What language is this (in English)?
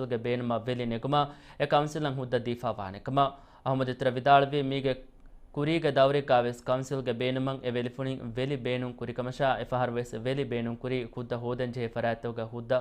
Divehi